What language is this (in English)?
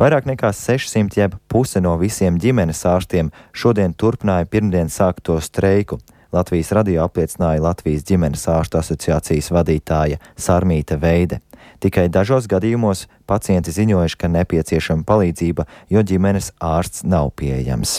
Latvian